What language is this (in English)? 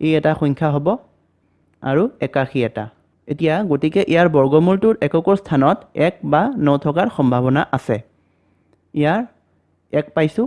Assamese